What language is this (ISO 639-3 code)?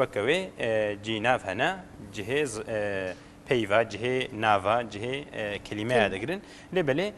kur